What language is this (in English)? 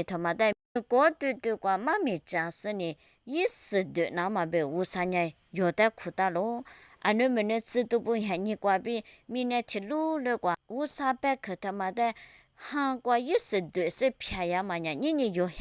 Lisu